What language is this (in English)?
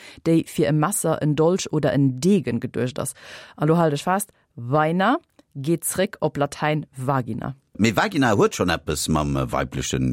Luxembourgish